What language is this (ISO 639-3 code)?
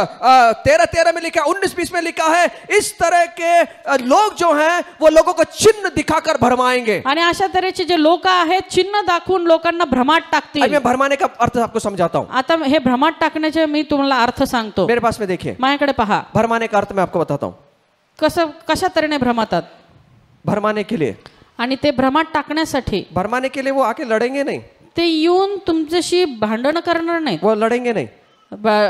mar